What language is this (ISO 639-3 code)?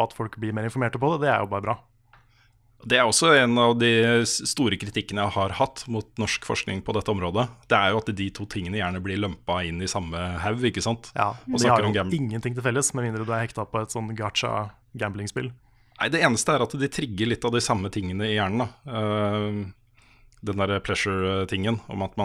nor